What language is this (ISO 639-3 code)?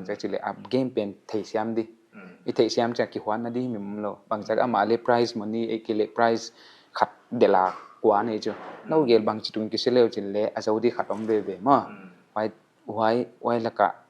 pck